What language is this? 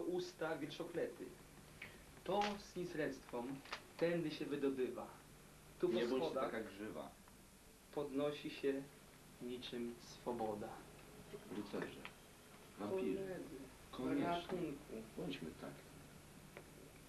Polish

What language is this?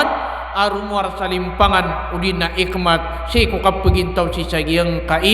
Maranao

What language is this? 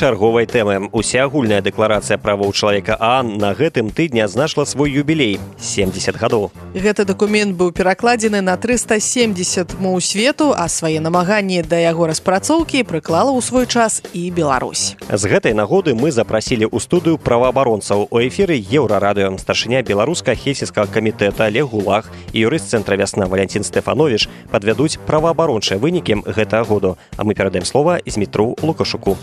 Belarusian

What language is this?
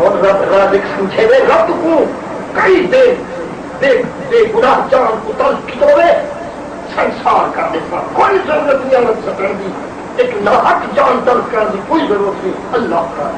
Saraiki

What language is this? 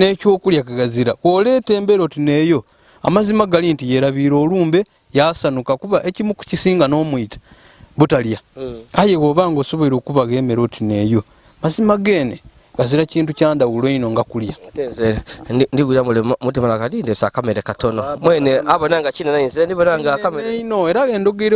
Ganda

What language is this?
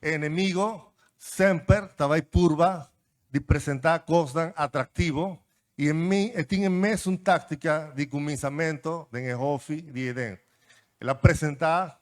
Papiamento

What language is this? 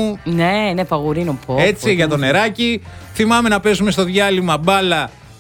Greek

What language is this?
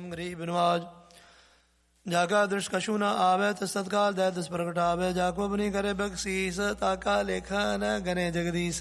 Punjabi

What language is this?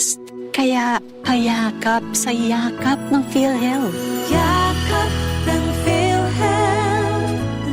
Bikol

